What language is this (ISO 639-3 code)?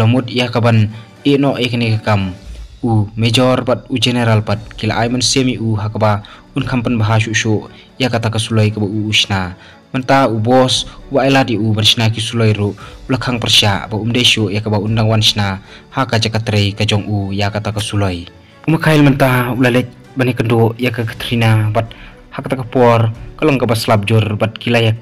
kha